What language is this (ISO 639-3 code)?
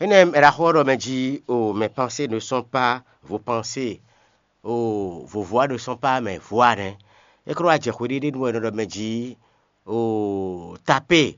fon